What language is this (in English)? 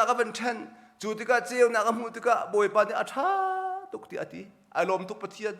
Hakha Chin